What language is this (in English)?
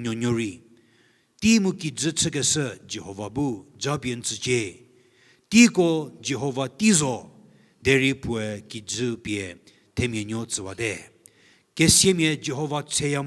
Angami Naga